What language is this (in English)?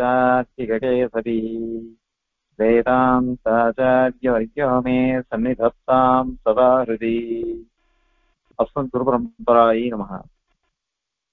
Tamil